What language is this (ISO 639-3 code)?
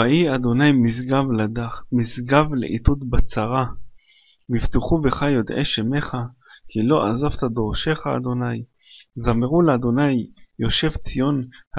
heb